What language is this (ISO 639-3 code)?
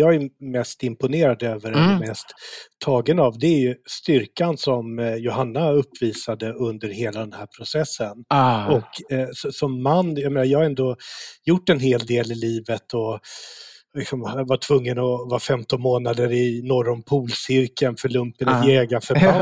swe